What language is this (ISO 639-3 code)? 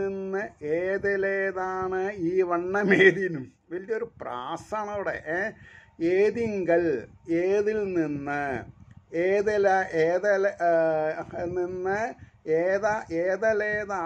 mal